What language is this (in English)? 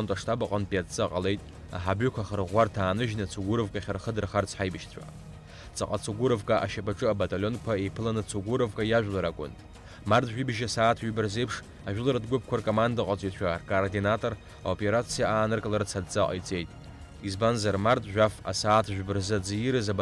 Abkhazian